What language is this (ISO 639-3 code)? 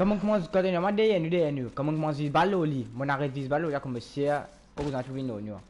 mfe